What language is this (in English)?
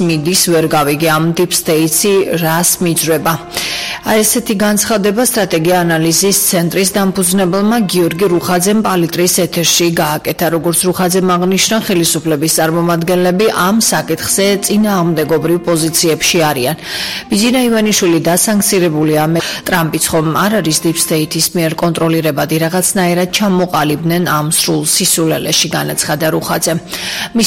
Georgian